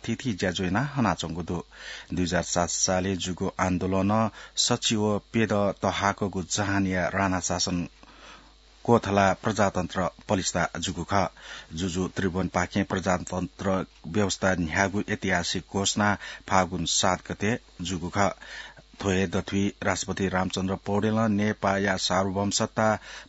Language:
Newari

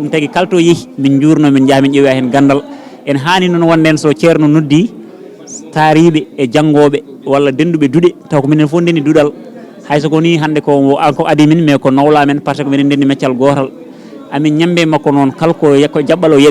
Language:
Fula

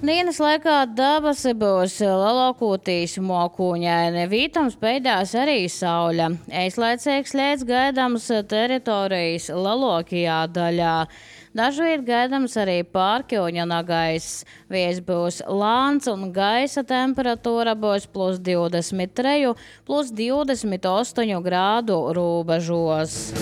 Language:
Latvian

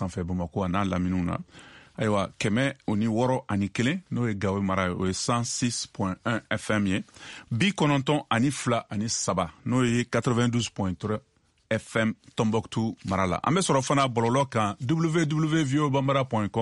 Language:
Bambara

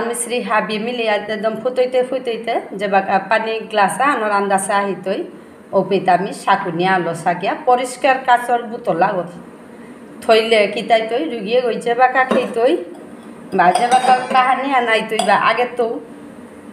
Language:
Bishnupriya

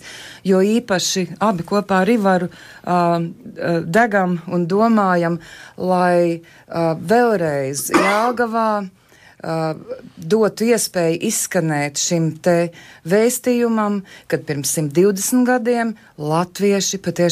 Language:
Latvian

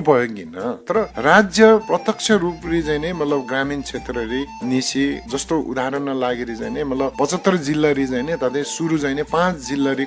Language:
Eastern Tamang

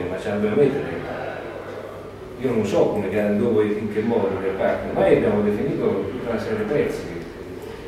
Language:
Italian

